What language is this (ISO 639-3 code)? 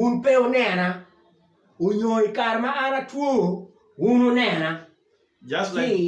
ach